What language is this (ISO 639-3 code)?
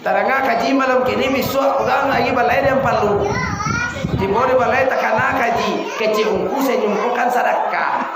min